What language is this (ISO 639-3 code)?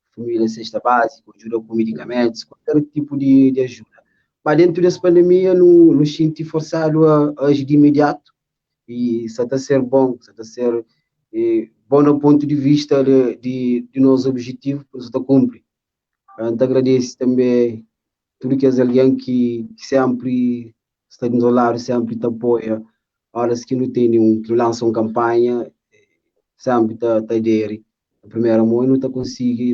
kea